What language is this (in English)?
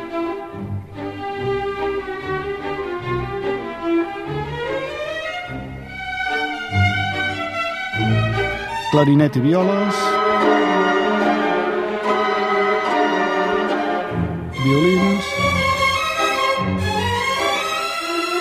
Catalan